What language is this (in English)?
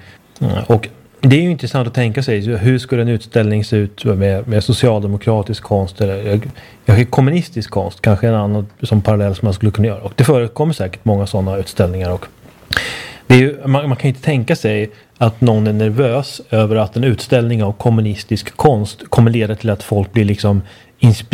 Swedish